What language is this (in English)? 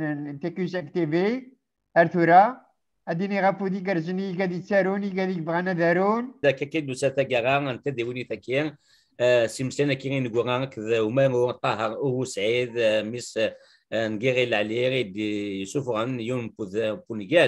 Kabyle